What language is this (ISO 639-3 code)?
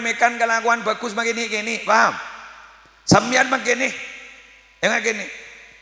mad